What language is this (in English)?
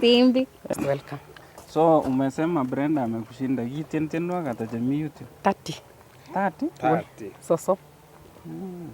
Nandi